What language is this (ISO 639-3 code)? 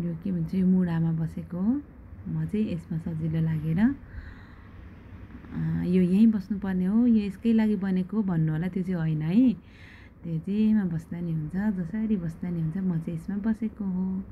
nep